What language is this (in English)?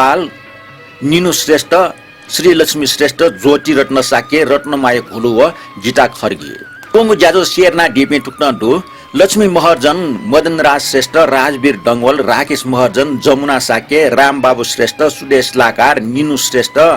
Newari